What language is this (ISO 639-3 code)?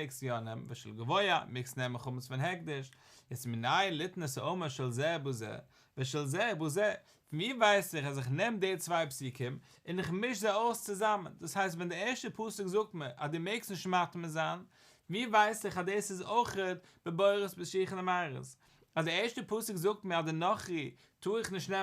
yid